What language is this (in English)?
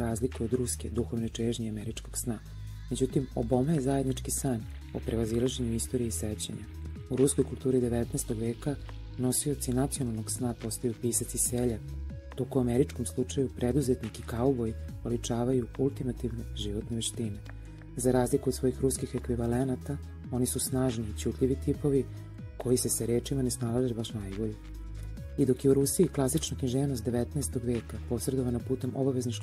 Serbian